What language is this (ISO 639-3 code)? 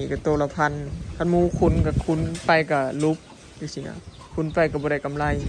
tts